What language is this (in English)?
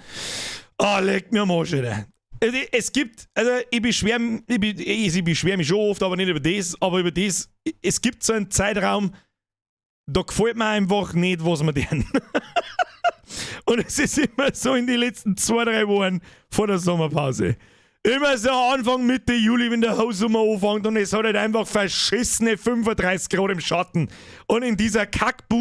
Bavarian